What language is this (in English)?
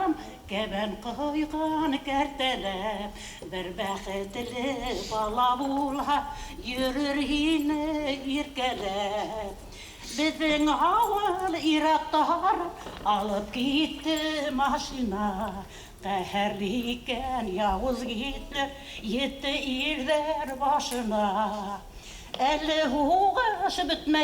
Bashkir